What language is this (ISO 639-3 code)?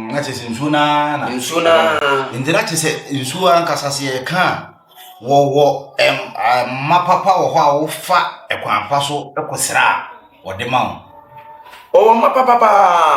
aka